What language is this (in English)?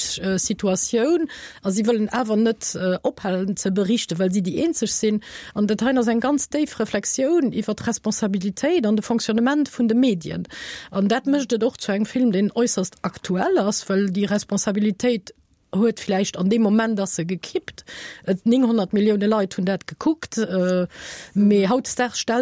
Luxembourgish